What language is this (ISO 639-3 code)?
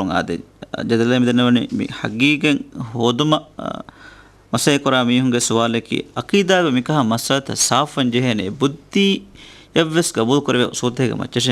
div